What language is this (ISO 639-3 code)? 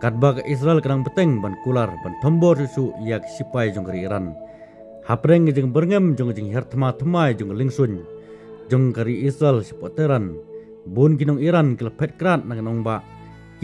kha